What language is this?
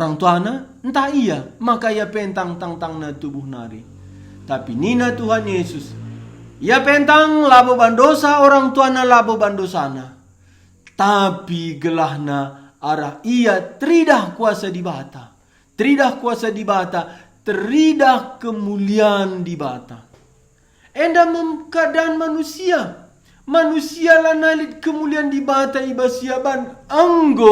Batak Karo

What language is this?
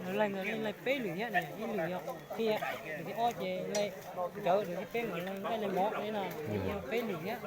Hmong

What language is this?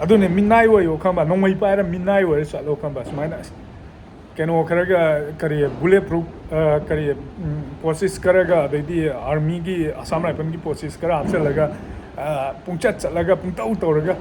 Manipuri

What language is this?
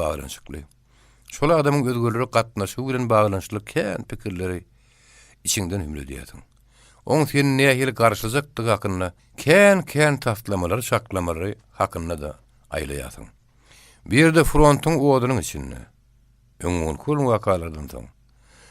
Turkmen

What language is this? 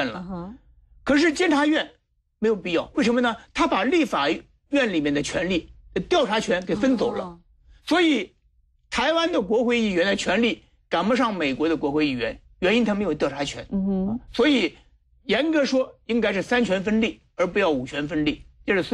Chinese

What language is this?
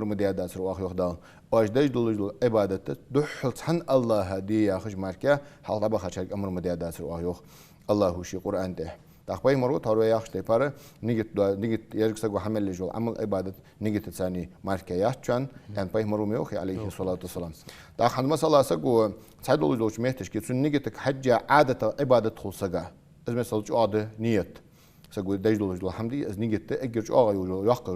Ingush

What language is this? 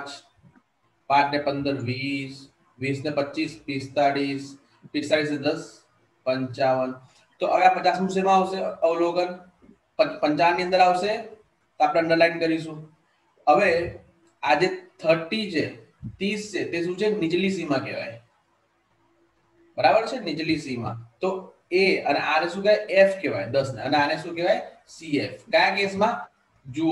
Gujarati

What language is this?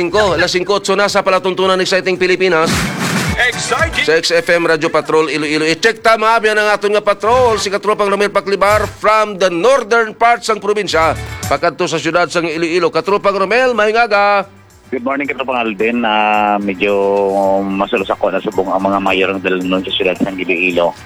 Hiligaynon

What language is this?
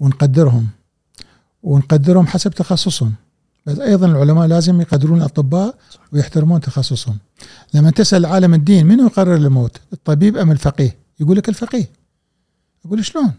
Gulf Arabic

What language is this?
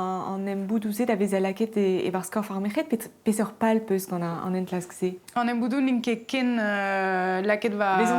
Breton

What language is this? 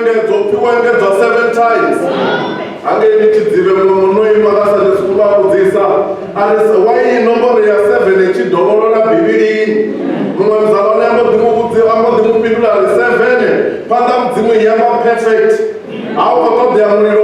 Venda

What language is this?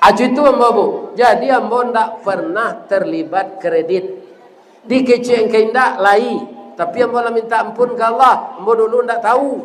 Minangkabau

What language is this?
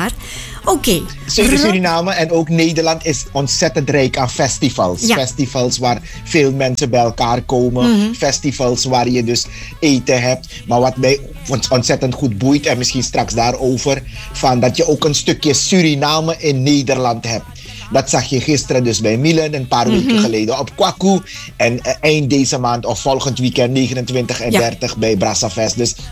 Dutch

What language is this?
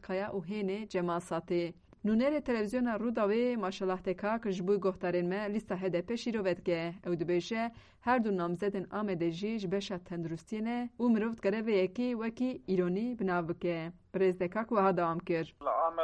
Kurdish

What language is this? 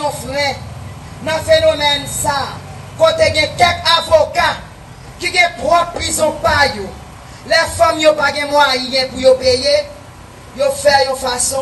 Haitian Creole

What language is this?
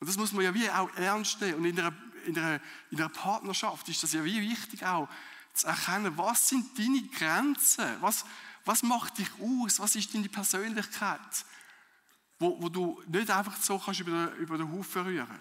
Swiss German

